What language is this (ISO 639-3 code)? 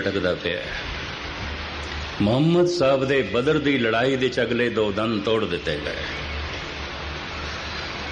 pan